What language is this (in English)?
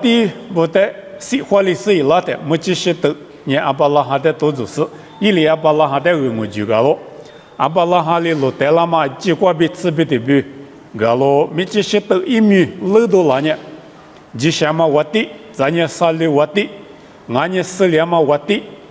Lisu